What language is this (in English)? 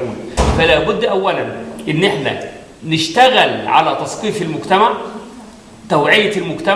Egyptian Arabic